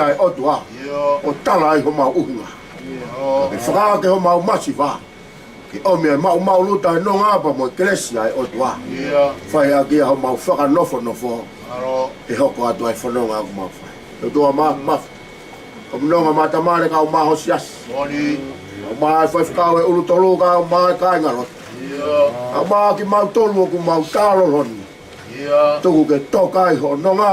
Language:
Tongan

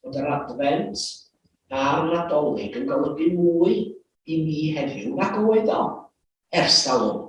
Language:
Welsh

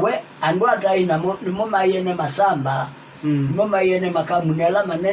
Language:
Kamba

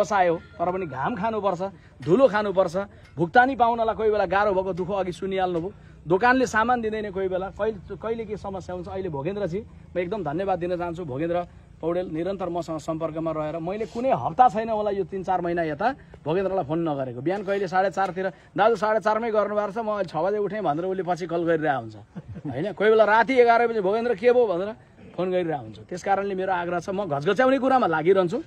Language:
Nepali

